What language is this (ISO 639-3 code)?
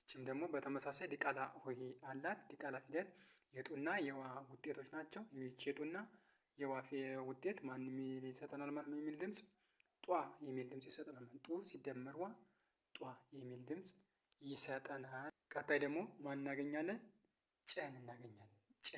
amh